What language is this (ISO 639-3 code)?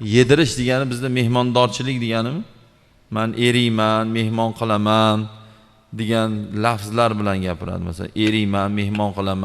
uzb